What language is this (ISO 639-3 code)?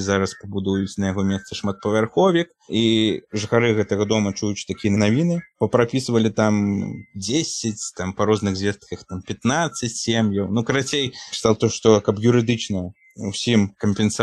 bel